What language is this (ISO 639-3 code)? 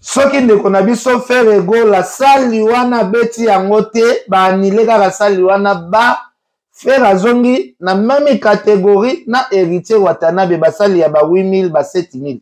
lin